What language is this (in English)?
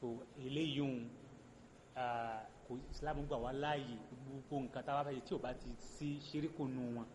Yoruba